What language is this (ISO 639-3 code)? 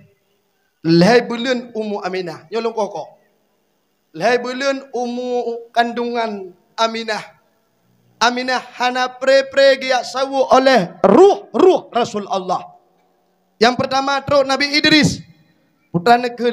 ace